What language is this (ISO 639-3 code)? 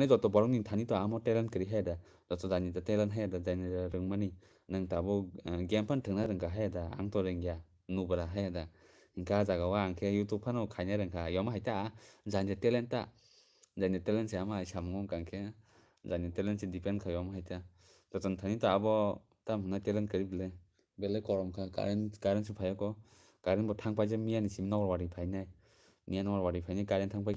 trp